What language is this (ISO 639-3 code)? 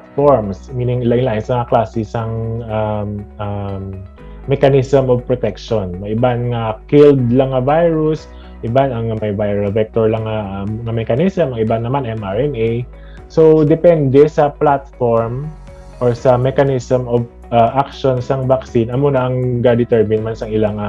hil